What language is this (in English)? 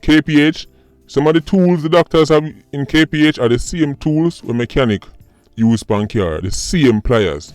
Jamaican Creole English